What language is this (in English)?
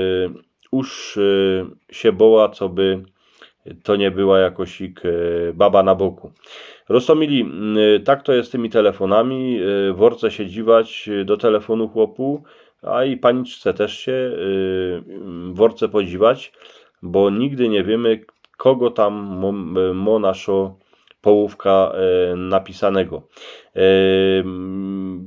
Silesian